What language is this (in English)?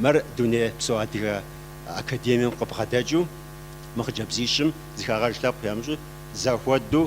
Kabardian